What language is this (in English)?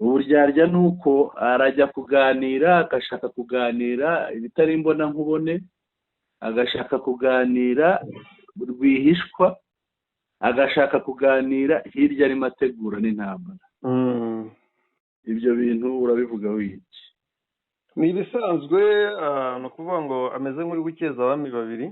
Kinyarwanda